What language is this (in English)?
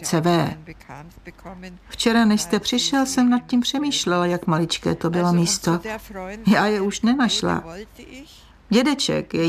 Czech